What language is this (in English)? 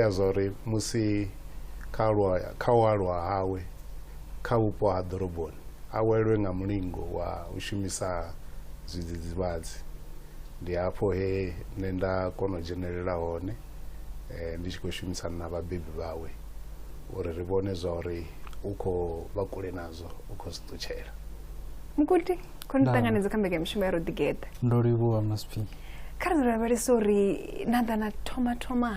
Venda